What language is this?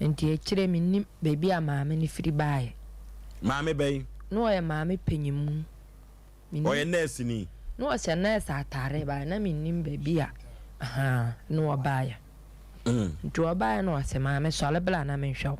Akan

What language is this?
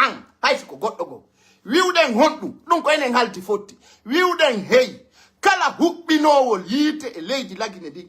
Pular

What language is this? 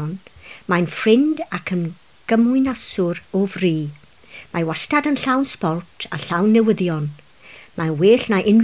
Welsh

